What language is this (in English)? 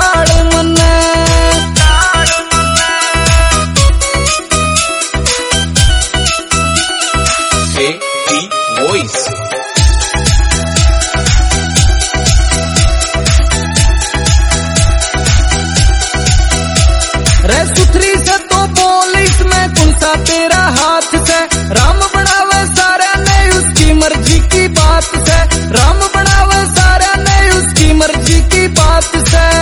Haryanvi